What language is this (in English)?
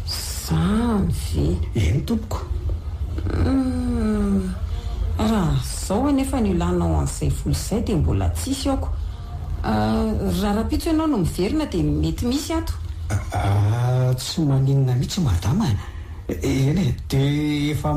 Malagasy